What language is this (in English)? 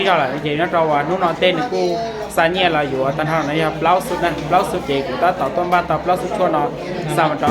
Hmong